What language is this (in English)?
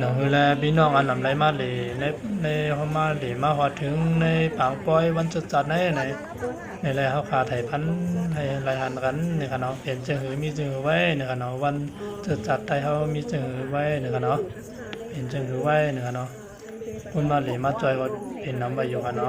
Shan